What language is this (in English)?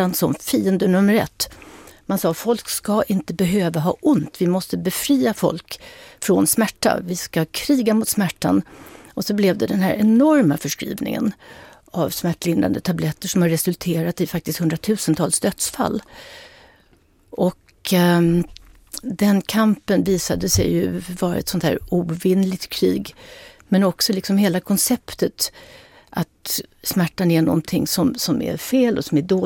Swedish